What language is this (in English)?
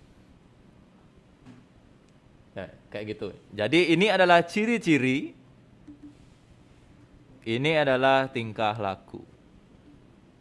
Indonesian